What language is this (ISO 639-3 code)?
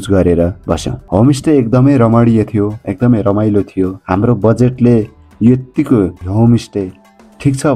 nep